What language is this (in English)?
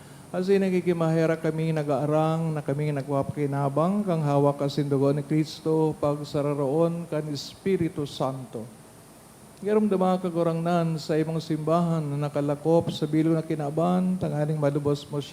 Bikol